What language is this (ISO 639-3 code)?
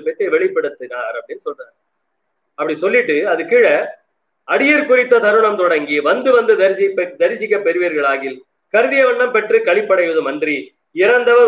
tam